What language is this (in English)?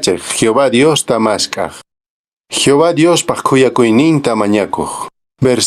Quechua